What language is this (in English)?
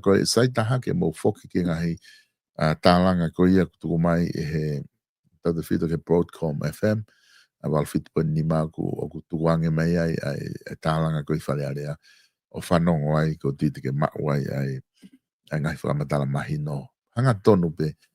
Tongan